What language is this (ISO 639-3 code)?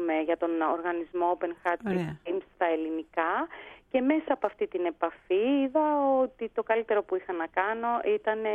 ell